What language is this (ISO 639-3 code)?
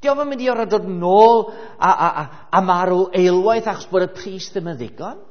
cym